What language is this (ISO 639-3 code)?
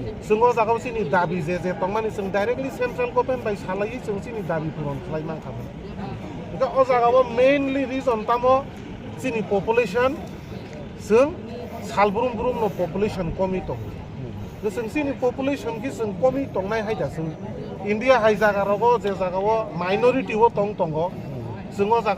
trp